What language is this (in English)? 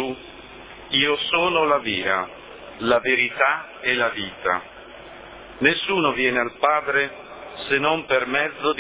Italian